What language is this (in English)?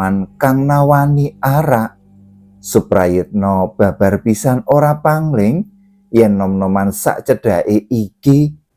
Javanese